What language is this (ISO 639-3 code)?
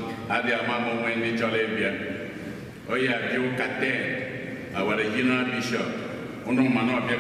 ibo